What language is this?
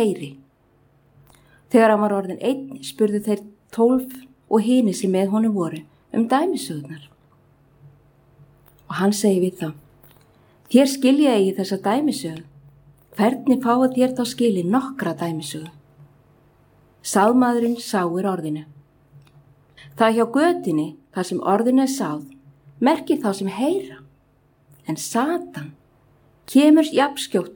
Icelandic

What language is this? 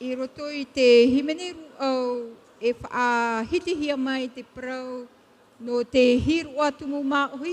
Tahitian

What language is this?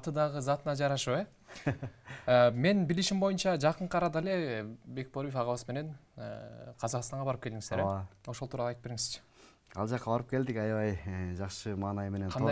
Kyrgyz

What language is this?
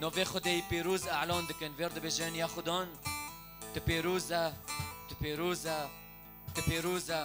Kurdish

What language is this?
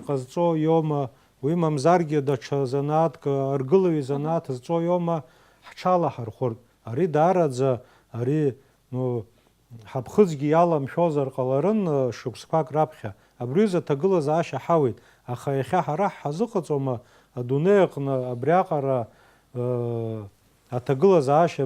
Abkhazian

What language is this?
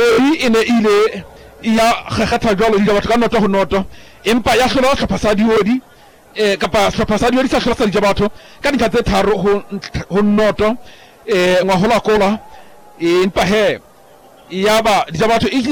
Southern Sotho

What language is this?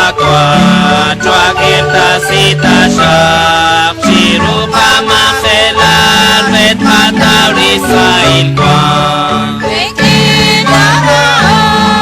Kekchí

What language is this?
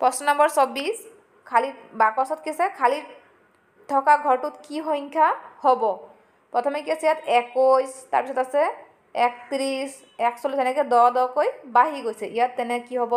Assamese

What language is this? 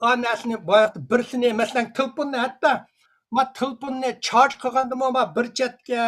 Uyghur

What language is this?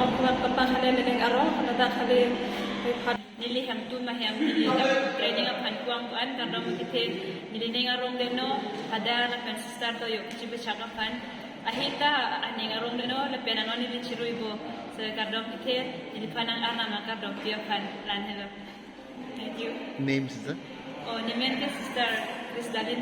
Karbi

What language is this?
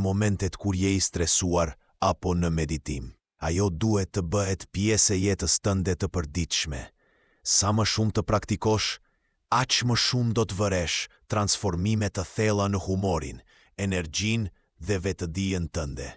Albanian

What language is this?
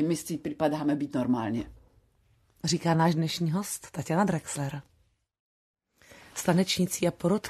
Slovak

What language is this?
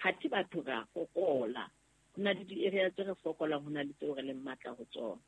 Southern Sotho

